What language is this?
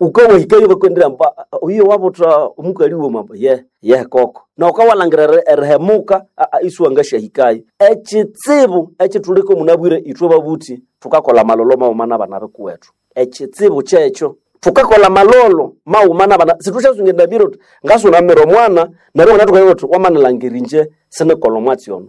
Nande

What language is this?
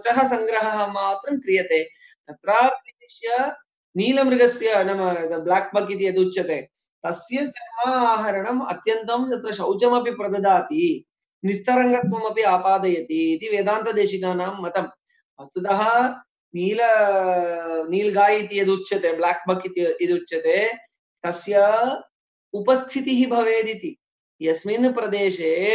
Sanskrit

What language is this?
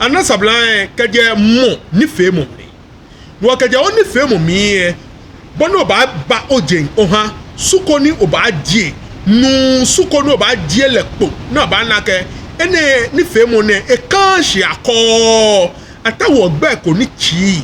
Ga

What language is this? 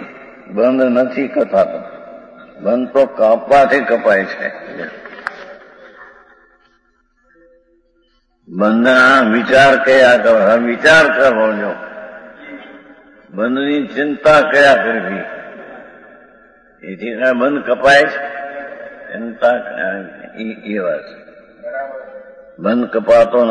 Gujarati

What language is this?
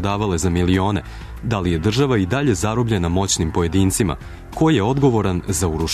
Serbian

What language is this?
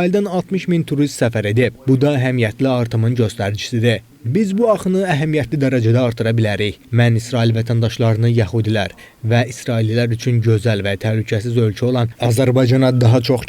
Azerbaijani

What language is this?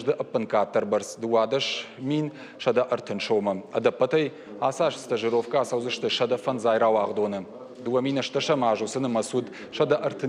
Ossetic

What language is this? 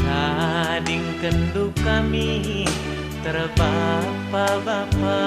Batak Karo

